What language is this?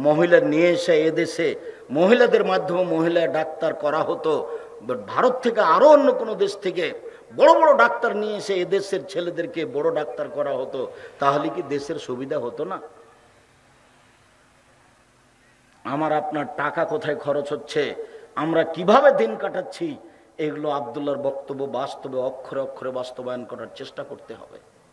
Bangla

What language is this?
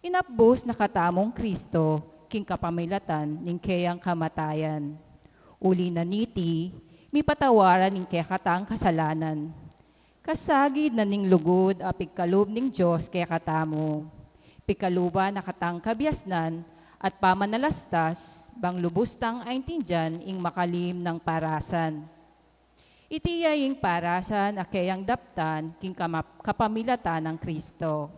Pampanga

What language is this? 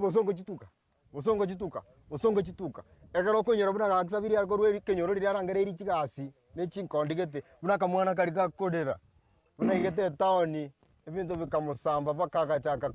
Gusii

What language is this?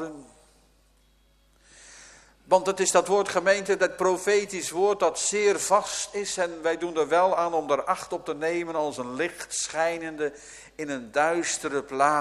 Dutch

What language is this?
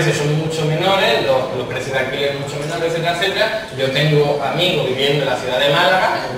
Spanish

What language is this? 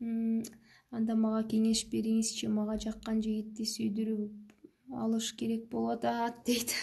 Kyrgyz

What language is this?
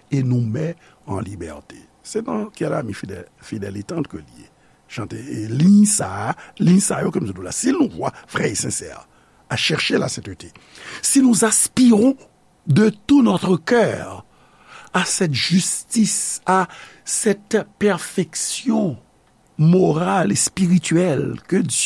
Haitian Creole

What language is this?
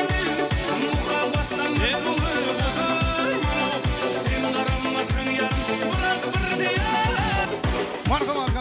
Kara-Kalpak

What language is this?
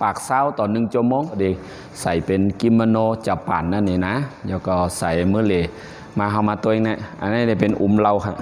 Shan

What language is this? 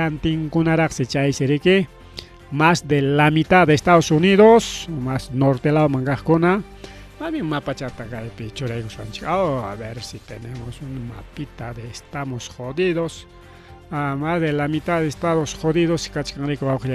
Ayacucho Quechua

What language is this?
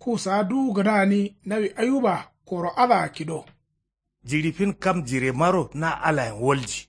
Kanuri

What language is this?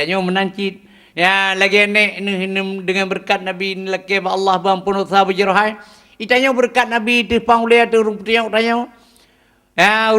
Achinese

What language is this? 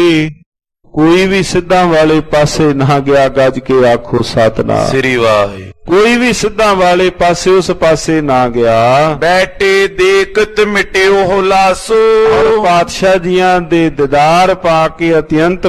Punjabi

